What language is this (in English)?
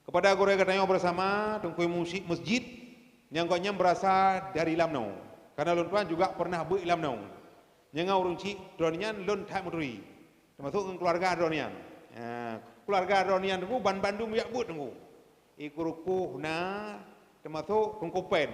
Achinese